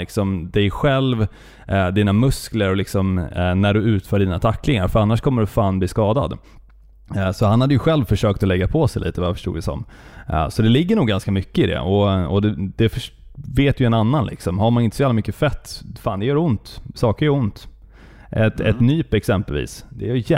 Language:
Swedish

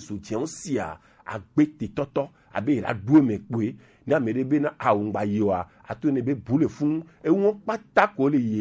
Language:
Gen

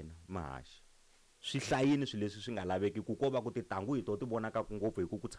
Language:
Tsonga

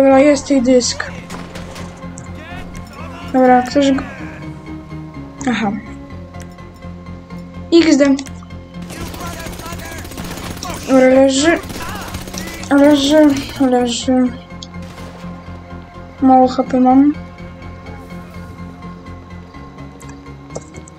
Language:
Polish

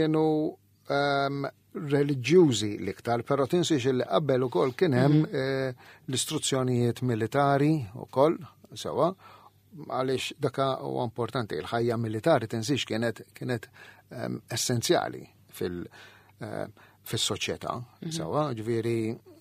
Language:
Maltese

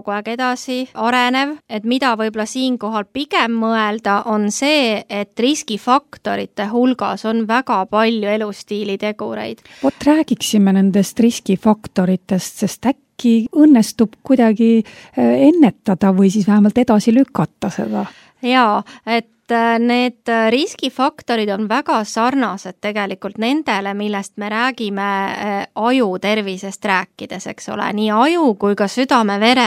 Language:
Estonian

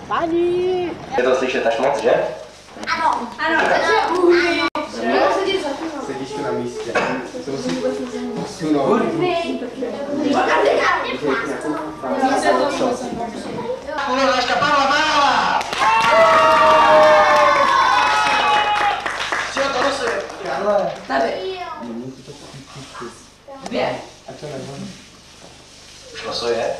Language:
Czech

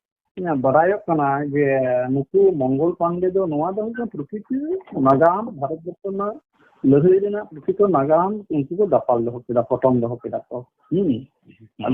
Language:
Santali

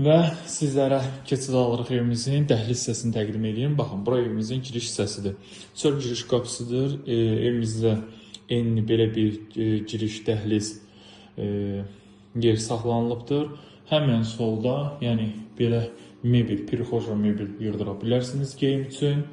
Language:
Azerbaijani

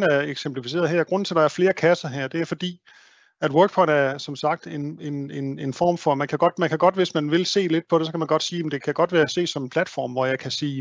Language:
Danish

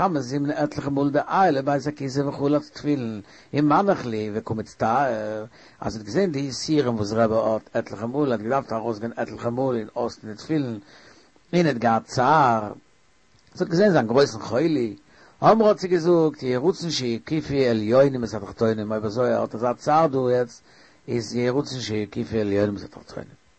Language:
Yiddish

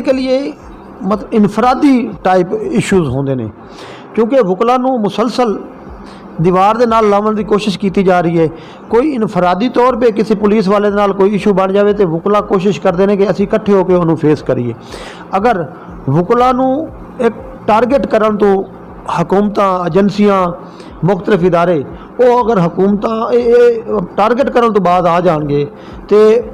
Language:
Saraiki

